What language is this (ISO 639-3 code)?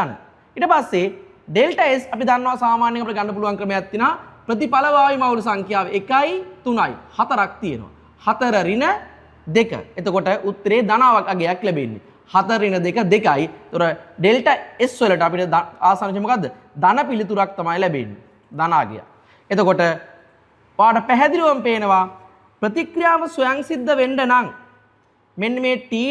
sin